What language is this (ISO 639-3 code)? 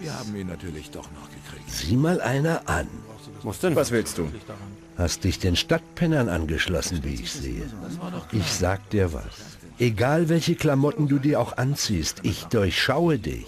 bar